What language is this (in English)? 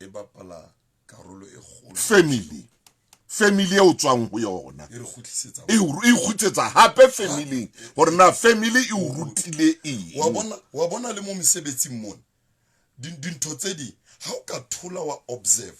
Southern Sotho